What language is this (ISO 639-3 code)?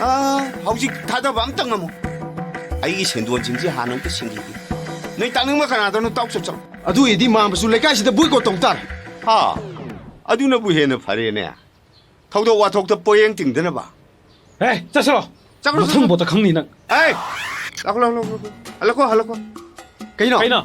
mni